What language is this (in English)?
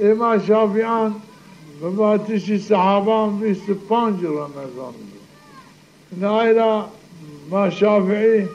Zaza